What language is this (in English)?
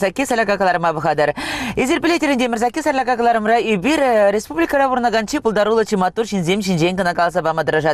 Chuvash